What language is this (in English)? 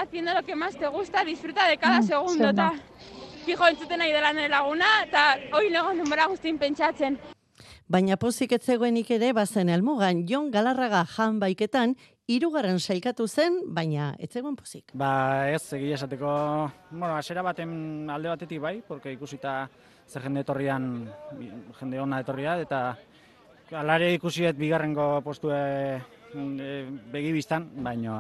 Basque